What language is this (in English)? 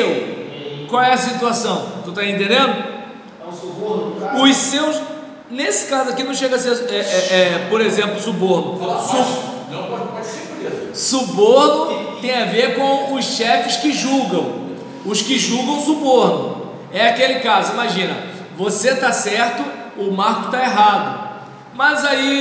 Portuguese